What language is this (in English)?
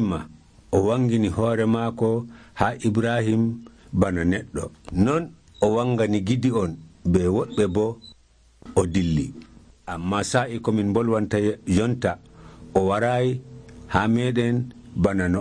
Nigerian Fulfulde